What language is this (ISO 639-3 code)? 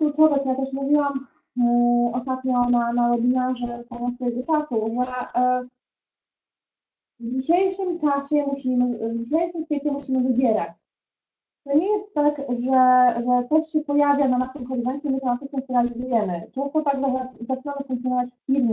pol